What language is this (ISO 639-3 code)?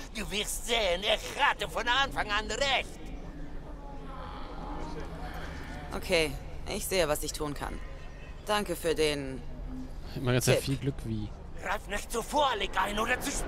deu